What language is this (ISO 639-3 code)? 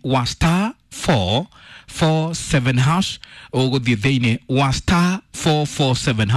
kik